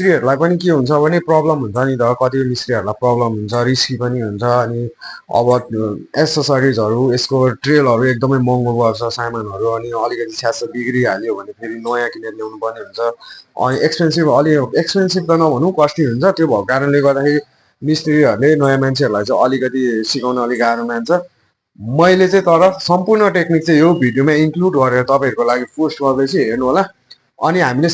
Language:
Nepali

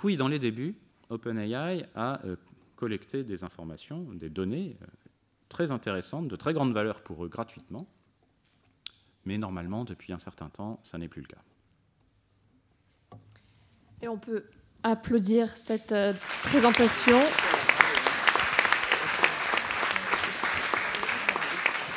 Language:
French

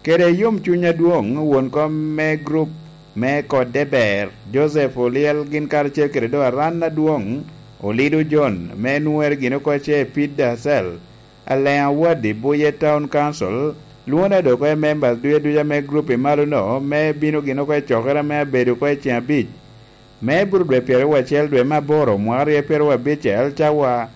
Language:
Lango (Uganda)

